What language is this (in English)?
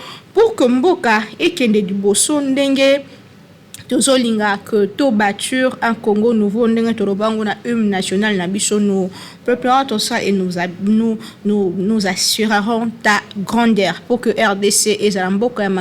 Lingala